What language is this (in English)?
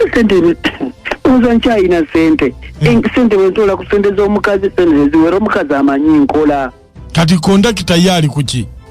Ganda